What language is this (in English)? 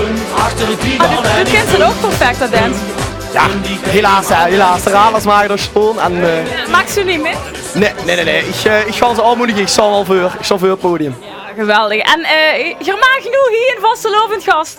Limburgish